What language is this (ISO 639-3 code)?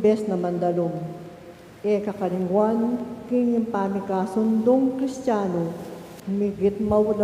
pam